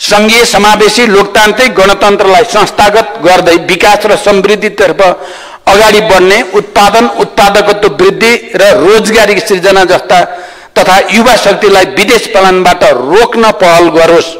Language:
Nepali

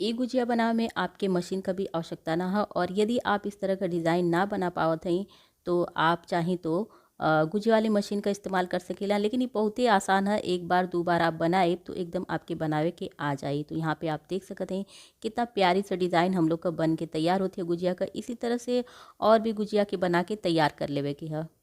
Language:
Bhojpuri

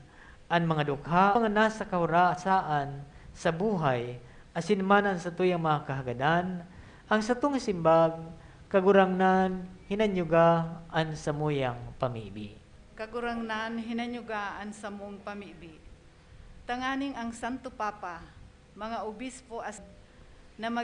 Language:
Bikol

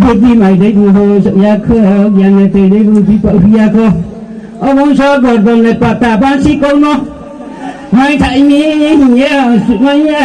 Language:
Riang (India)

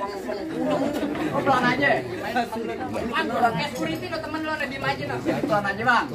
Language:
Betawi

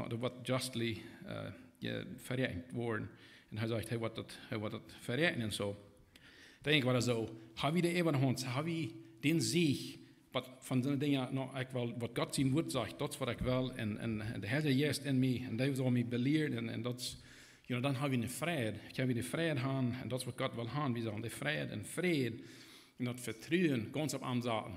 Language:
Plautdietsch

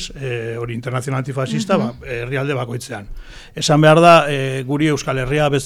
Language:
Basque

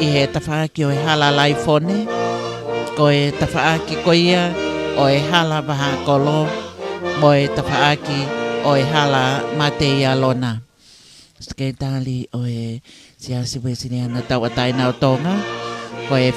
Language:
Tongan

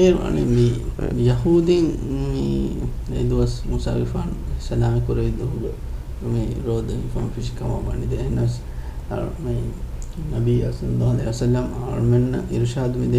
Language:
Divehi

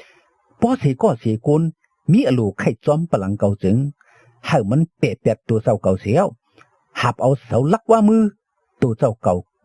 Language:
Shan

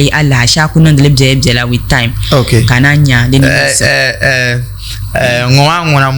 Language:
Dagbani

